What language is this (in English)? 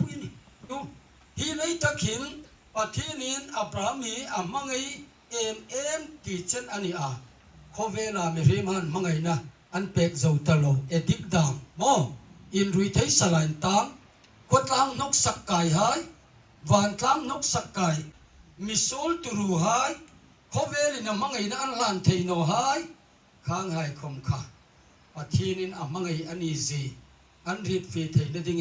Hmar